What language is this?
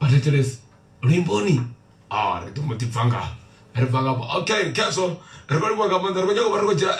Venda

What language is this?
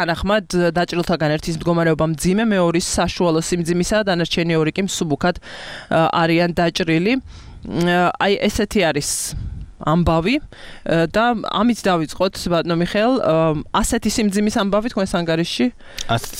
Georgian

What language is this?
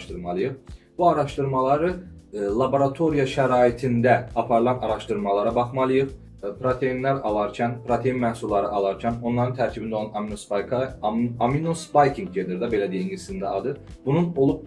Azerbaijani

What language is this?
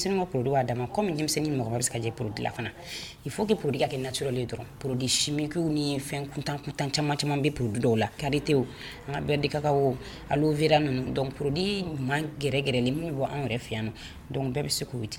Bambara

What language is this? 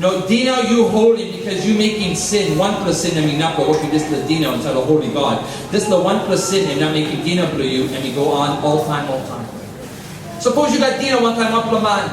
Tok Pisin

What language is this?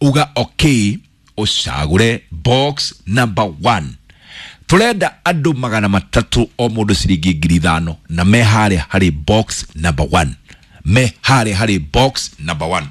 Kikuyu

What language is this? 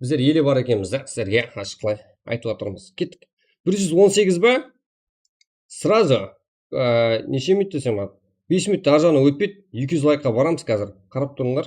Kara-Kalpak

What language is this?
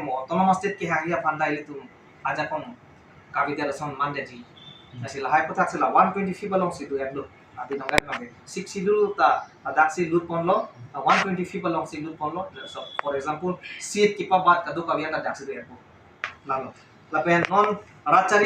Karbi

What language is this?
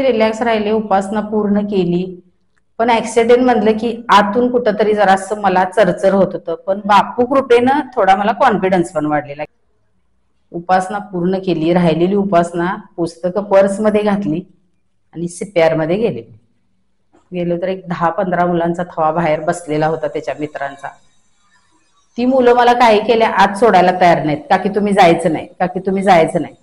Marathi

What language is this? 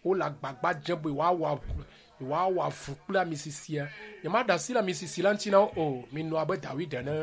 Ewe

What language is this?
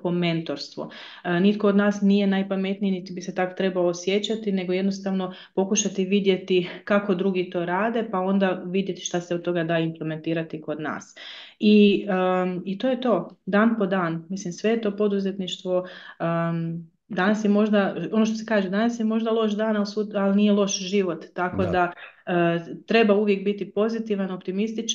Croatian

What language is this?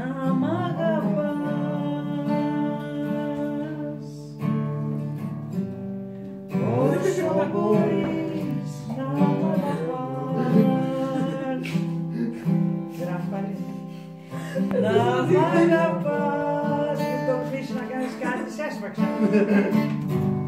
Greek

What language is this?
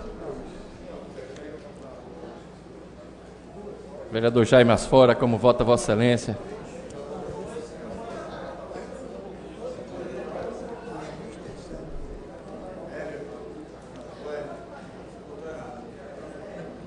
Portuguese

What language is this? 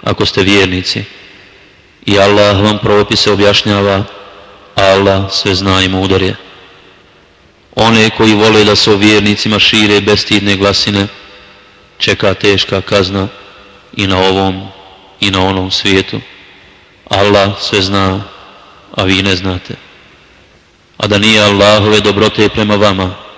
Bosnian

